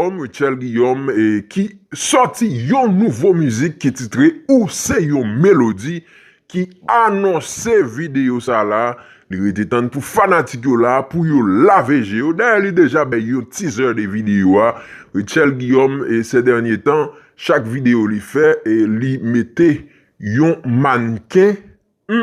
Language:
Haitian Creole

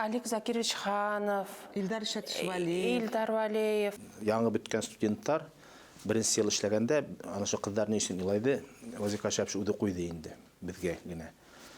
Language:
Bashkir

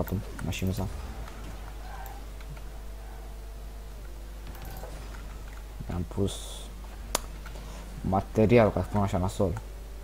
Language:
Romanian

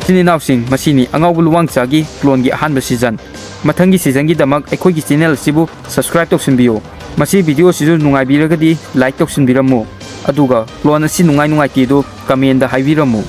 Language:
Manipuri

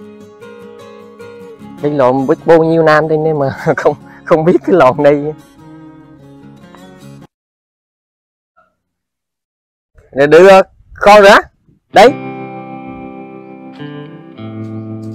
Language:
Vietnamese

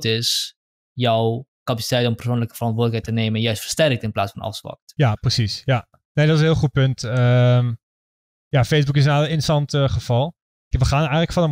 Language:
Dutch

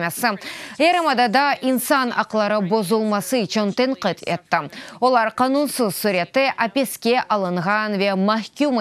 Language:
Crimean Tatar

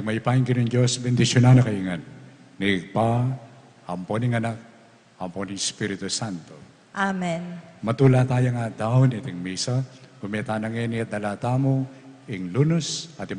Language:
Pampanga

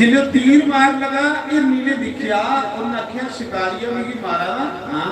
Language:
Dogri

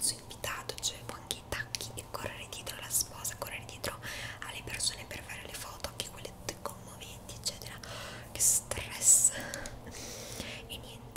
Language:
Italian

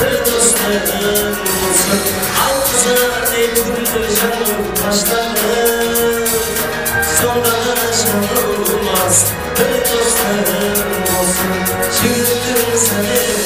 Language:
Kara-Kalpak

